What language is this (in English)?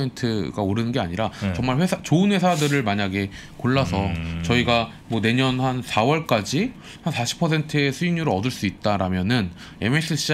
Korean